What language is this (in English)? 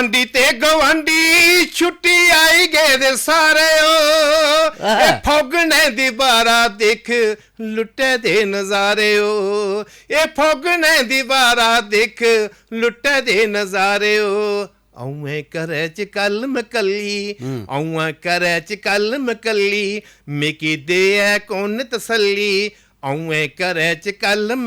Dogri